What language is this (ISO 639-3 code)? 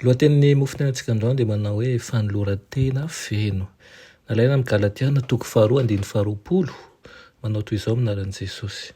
mlg